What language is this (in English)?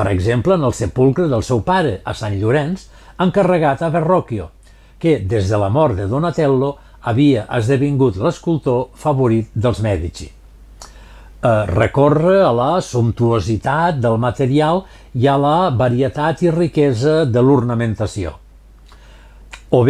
Catalan